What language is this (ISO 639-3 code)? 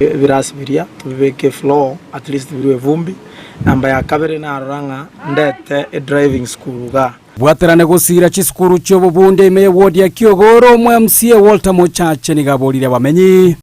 guz